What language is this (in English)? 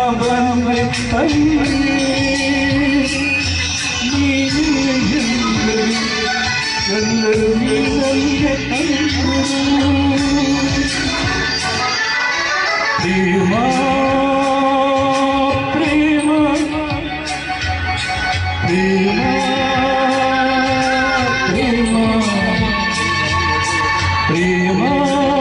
Kannada